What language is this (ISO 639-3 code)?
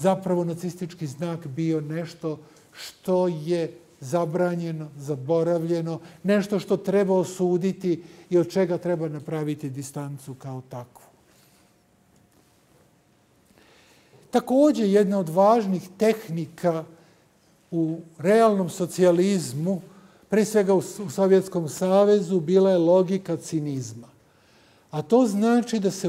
srp